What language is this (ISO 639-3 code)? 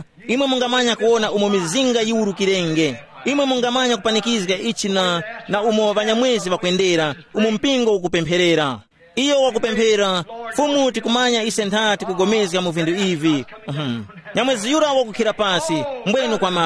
tum